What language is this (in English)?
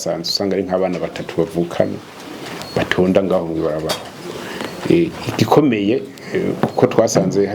Rundi